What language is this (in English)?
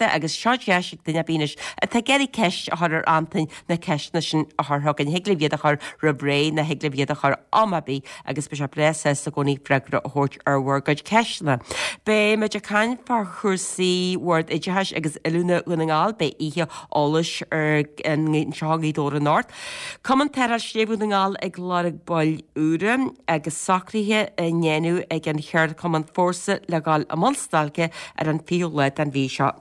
Irish